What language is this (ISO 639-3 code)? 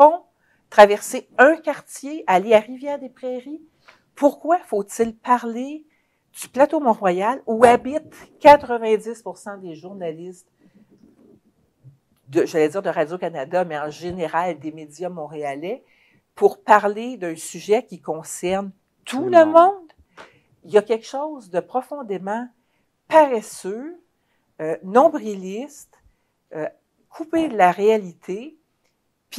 fra